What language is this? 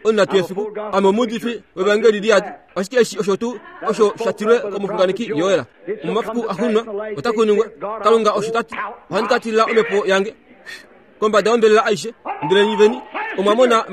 Kuanyama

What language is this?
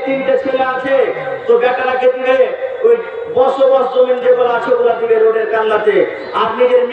Bangla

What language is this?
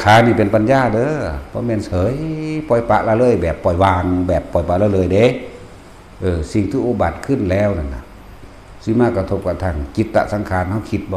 Northeastern Thai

